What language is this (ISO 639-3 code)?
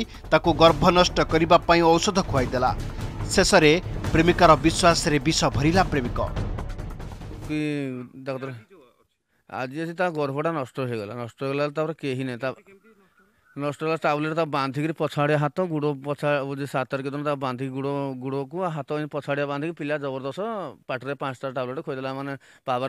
ori